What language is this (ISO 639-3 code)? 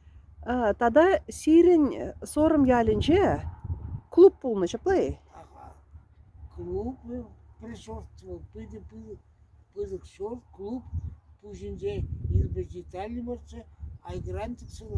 chv